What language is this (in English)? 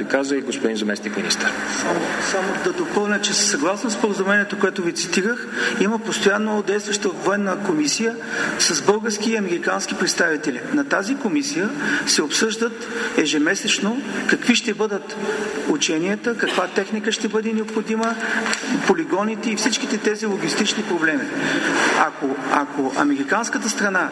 Bulgarian